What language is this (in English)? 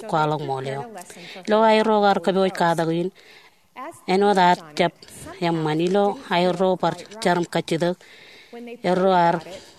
Marshallese